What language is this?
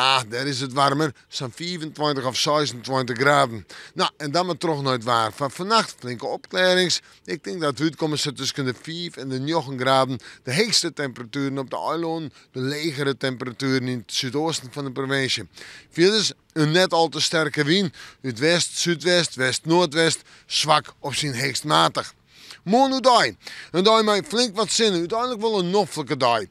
Western Frisian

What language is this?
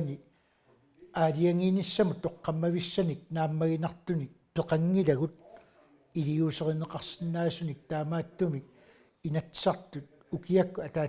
Kalaallisut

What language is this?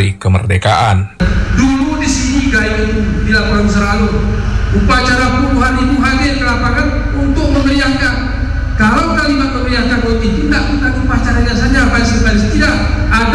Indonesian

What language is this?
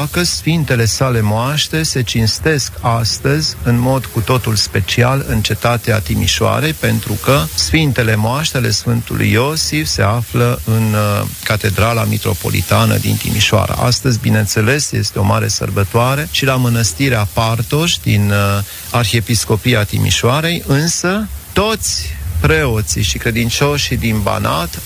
Romanian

